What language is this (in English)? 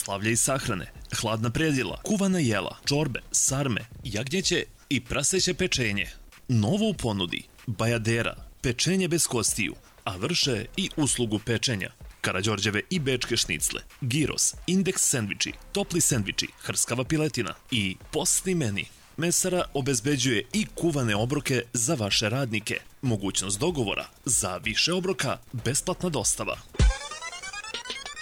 Serbian